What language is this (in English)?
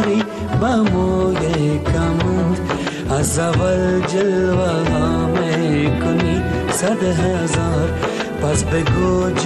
Persian